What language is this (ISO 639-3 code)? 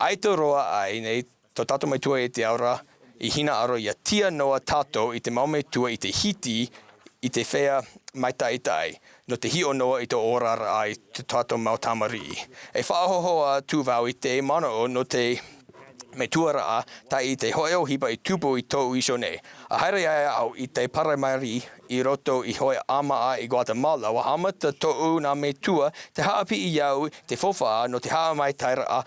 tah